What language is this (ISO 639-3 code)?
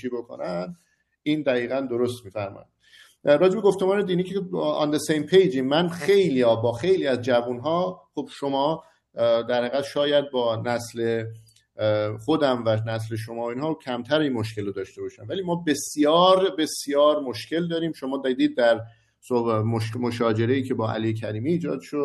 fas